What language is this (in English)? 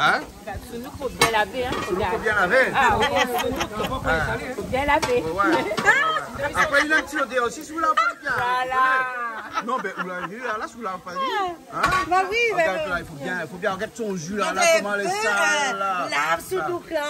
Réunion Creole French